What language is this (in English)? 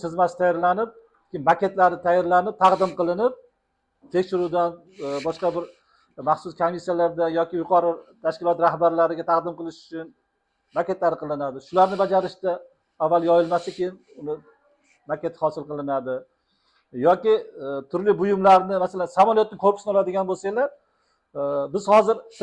Uzbek